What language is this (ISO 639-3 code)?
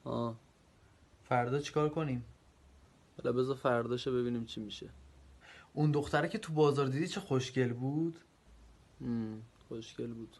tgk